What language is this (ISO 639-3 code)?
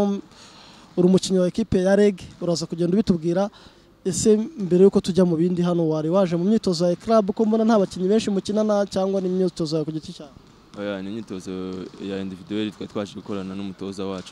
kin